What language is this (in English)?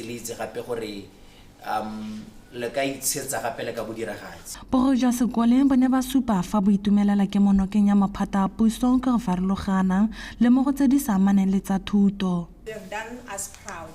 Tswana